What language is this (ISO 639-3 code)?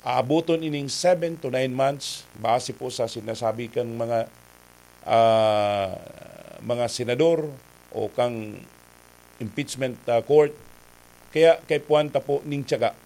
bik